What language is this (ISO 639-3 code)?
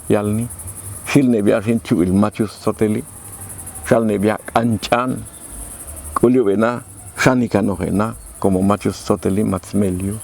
jac